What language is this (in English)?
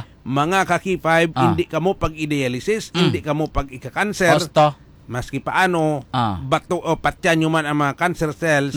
Hiligaynon